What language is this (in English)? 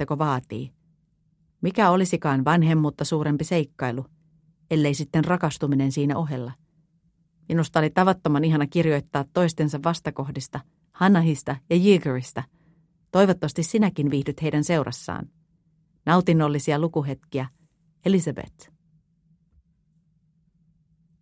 Finnish